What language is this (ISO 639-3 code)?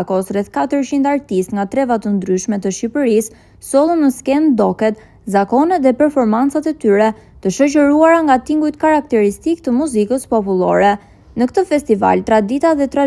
sqi